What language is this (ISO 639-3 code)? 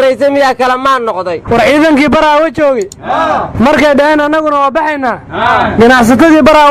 som